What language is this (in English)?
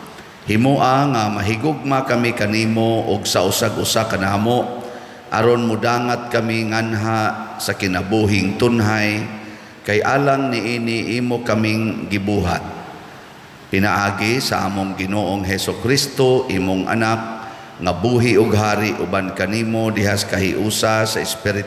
Cebuano